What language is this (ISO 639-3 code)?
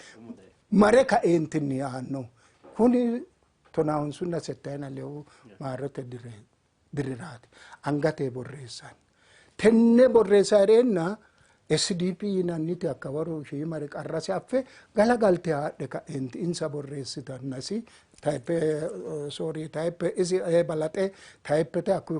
sid